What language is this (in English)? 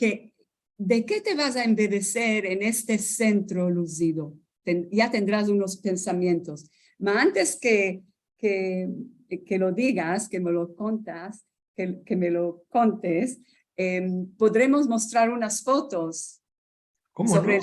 Ladino